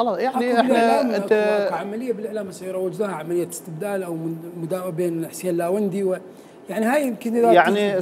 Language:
Mesopotamian Arabic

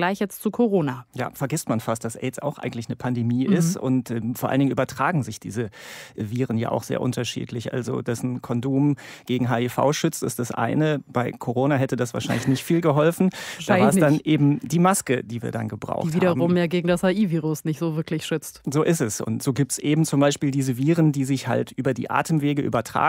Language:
German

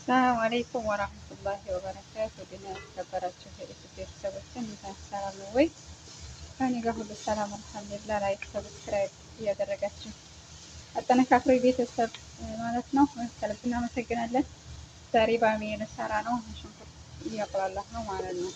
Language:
Amharic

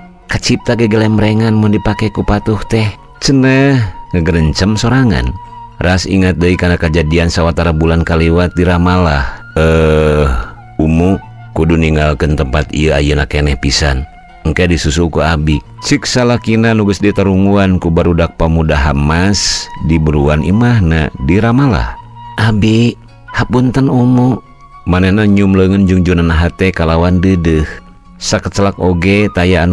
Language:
Sundanese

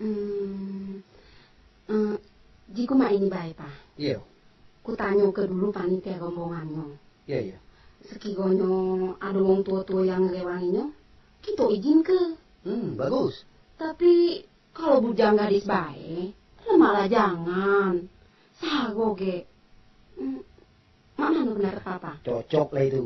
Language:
Minangkabau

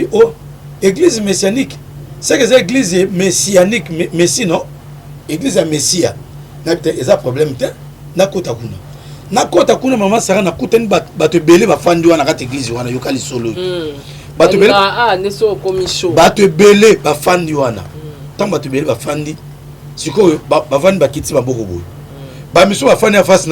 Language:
Lingala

